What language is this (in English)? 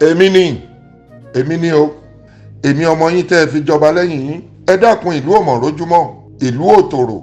Yoruba